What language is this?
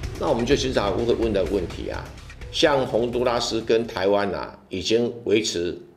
Chinese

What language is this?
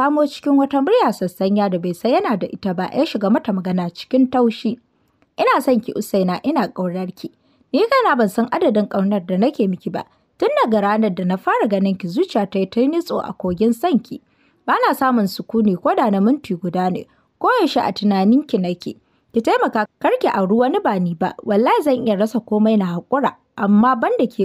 Hausa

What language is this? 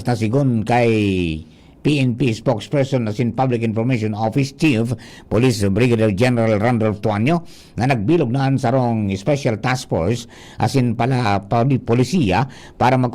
Bikol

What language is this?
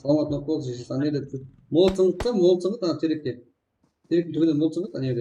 Kara-Kalpak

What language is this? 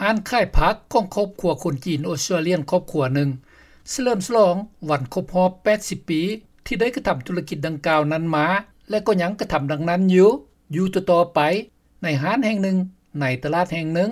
Lao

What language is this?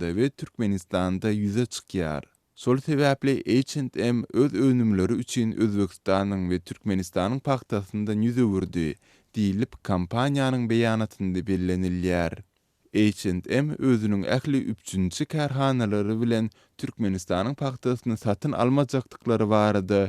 Turkmen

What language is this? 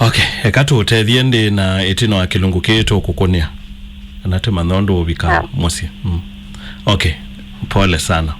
Kamba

